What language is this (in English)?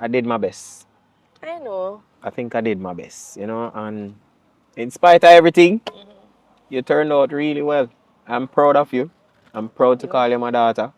Jamaican Creole English